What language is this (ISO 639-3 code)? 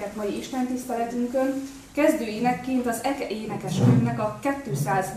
hun